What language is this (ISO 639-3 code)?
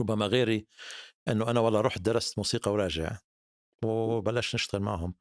apc